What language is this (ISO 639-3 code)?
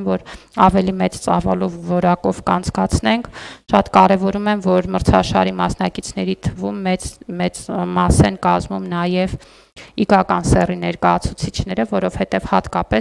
hye